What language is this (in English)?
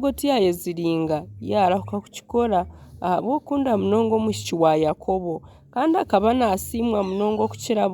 Nyankole